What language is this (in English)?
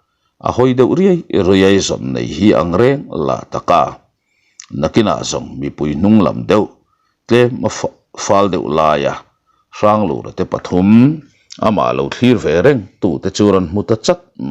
Mizo